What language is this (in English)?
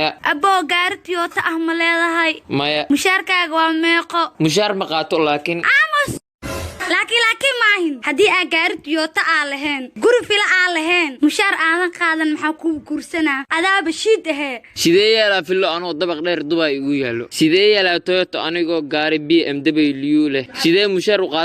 Somali